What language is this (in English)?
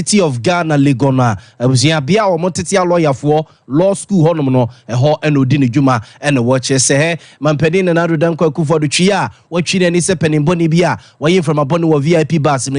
Akan